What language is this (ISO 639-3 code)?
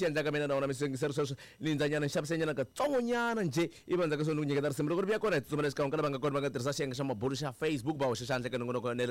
tso